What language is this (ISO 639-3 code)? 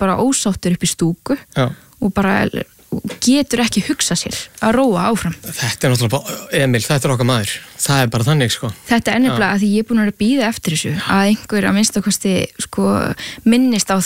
isl